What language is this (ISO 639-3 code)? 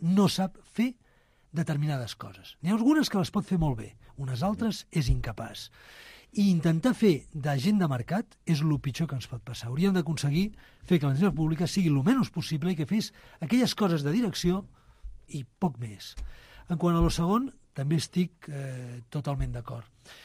cat